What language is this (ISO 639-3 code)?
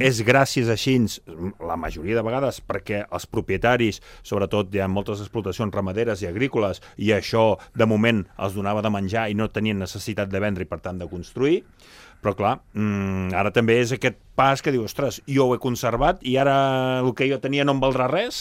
cat